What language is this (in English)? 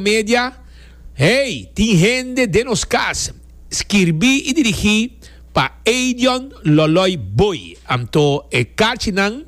Papiamento